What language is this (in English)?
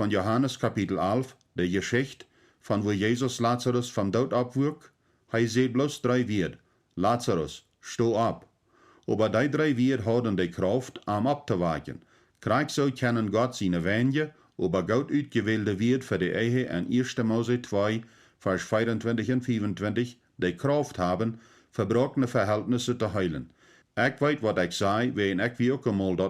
Plautdietsch